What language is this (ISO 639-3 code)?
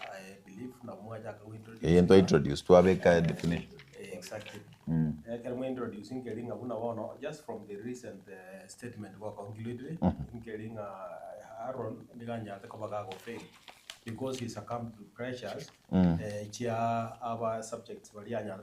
guz